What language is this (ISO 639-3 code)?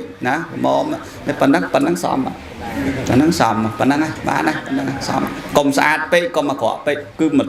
khm